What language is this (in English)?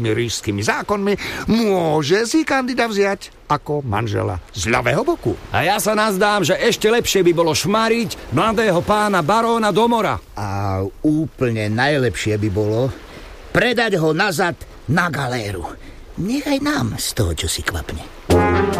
Slovak